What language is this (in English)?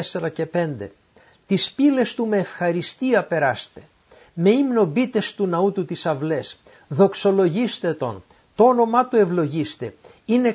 Greek